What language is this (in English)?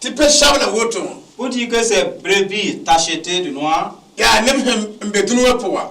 Mossi